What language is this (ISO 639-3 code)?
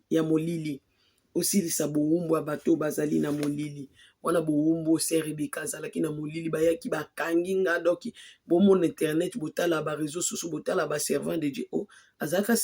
lin